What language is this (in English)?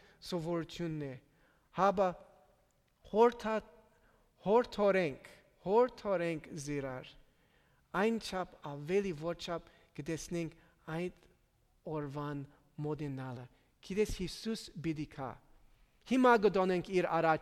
Armenian